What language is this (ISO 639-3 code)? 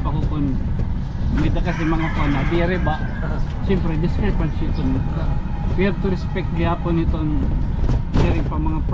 war